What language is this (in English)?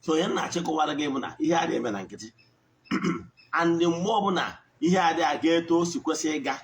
Igbo